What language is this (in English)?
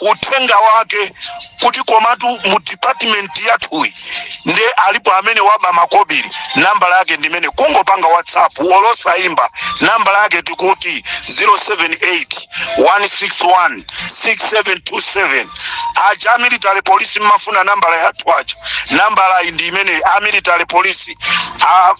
Nyanja